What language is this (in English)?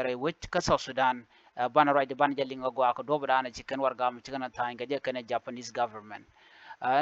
Nuer